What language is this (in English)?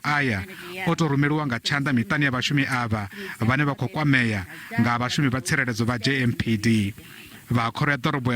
Venda